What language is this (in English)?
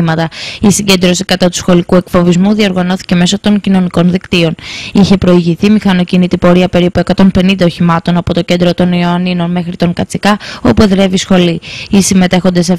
Greek